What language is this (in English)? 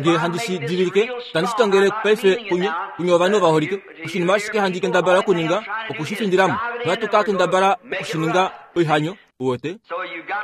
Kuanyama